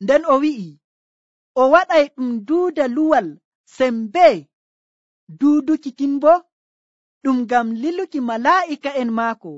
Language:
Nigerian Fulfulde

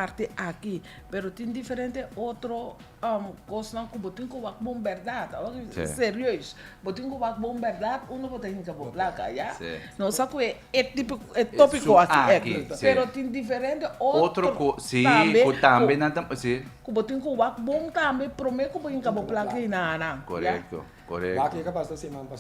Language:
Papiamento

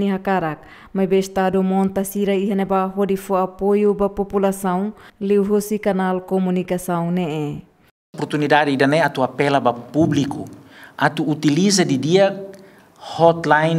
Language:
Tetum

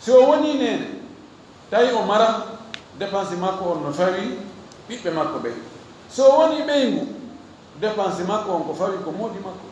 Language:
Fula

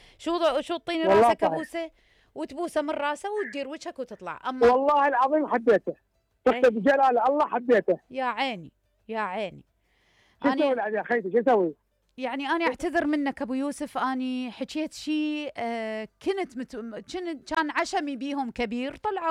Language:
Mesopotamian Arabic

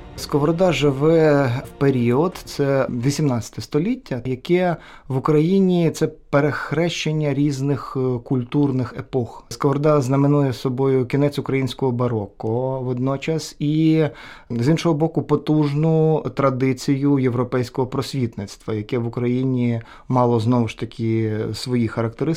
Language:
Ukrainian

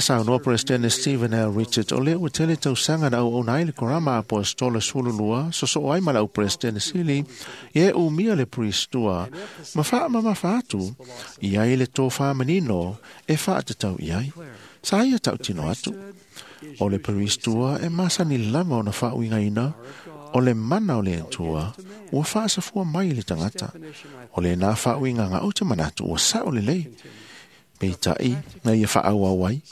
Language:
Samoan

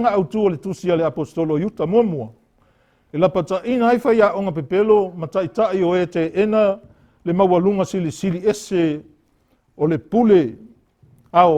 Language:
Samoan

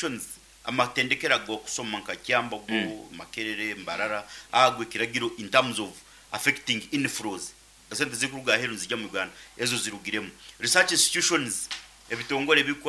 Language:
Nyankole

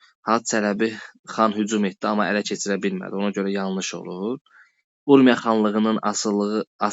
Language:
Azerbaijani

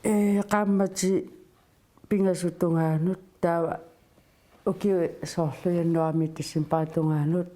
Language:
Kalaallisut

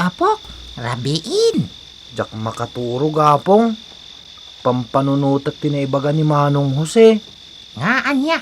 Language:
Iloko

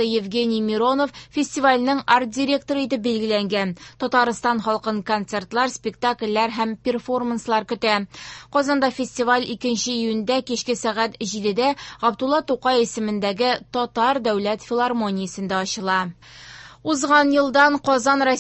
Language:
Tatar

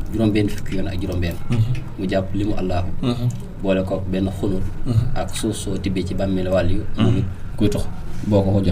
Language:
Wolof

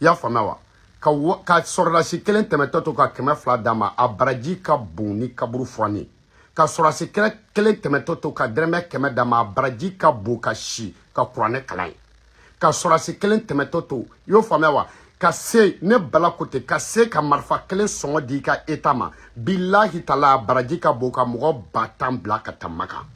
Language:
Bambara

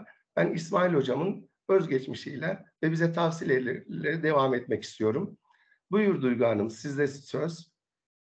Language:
Turkish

